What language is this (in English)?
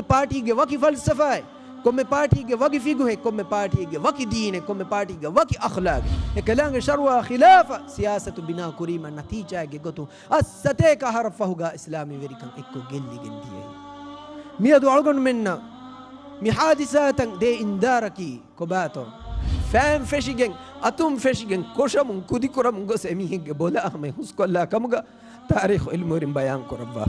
Divehi